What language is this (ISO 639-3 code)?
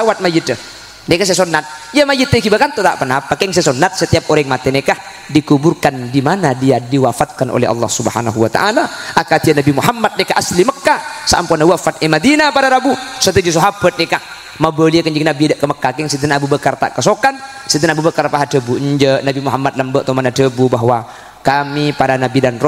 mad